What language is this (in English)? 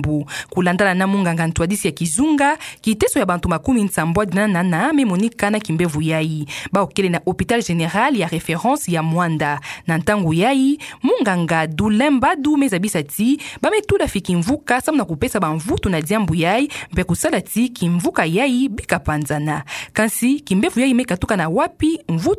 Kituba (Democratic Republic of Congo)